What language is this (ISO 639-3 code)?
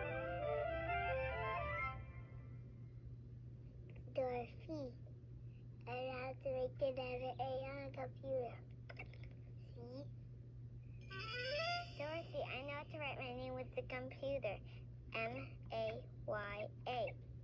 eng